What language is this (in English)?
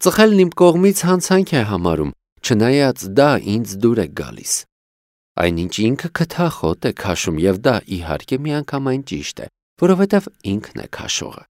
Armenian